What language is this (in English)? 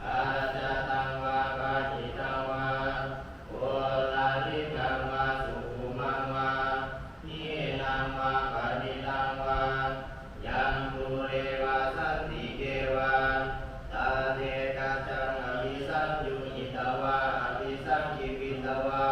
Pali